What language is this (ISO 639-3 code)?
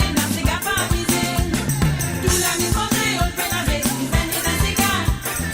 mfe